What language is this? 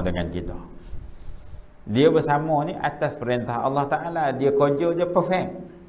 Malay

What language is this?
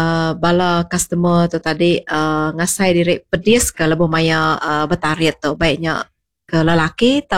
Iban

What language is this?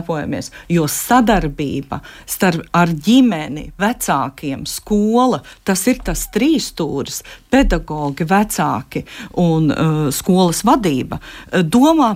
Latvian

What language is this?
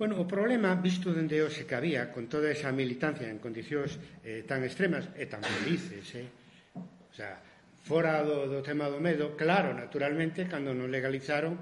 Galician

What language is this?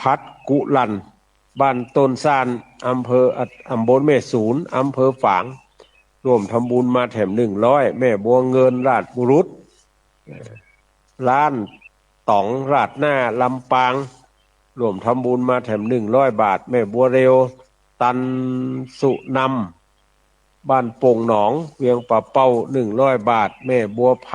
Northern Thai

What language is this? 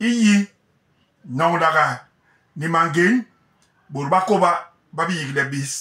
Basaa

